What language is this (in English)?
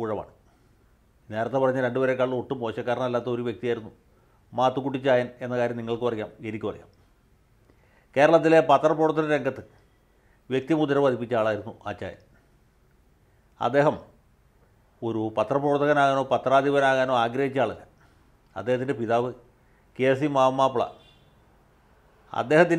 Malayalam